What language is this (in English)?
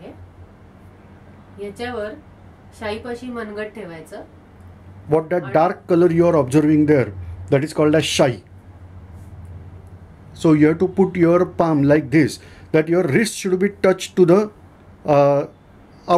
Marathi